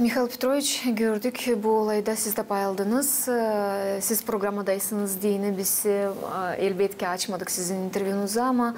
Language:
Gagauz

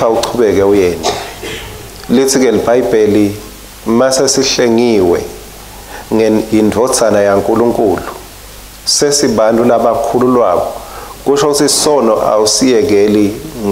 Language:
Swati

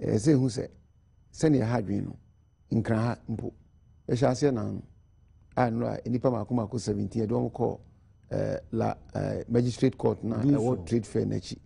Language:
Akan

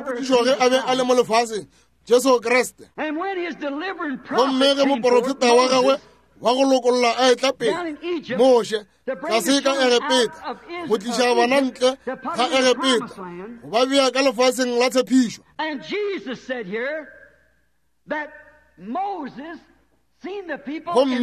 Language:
Northern Sotho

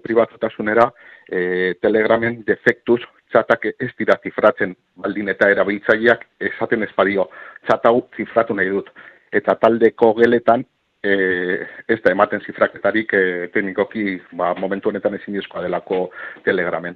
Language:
Basque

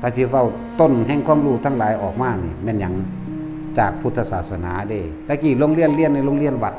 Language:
Northeastern Thai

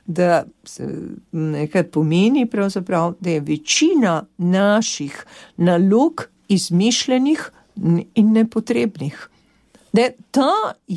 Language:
Slovenian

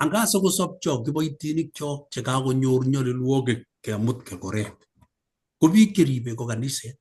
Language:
Kalenjin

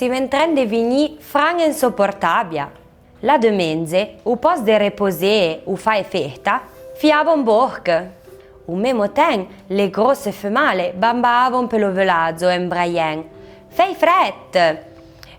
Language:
Arpitan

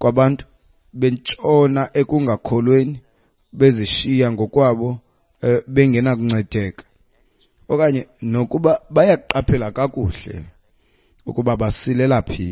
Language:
Xhosa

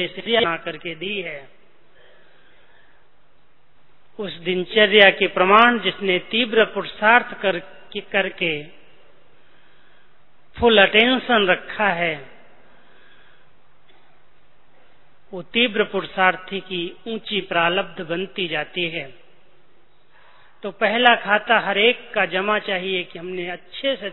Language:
Hindi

